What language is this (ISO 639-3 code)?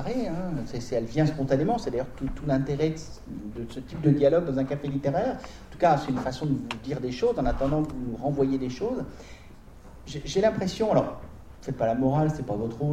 fra